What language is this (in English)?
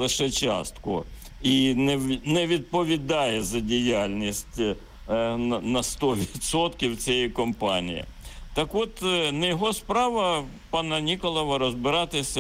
Ukrainian